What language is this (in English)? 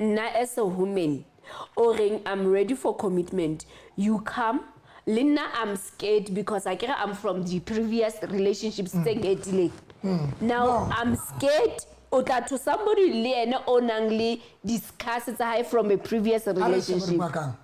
Southern Sotho